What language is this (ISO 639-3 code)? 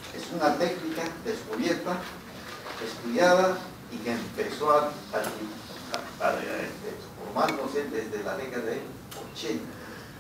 spa